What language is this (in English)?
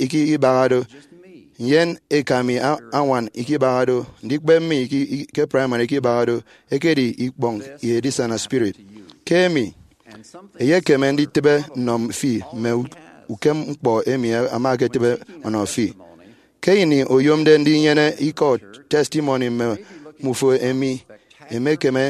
Efik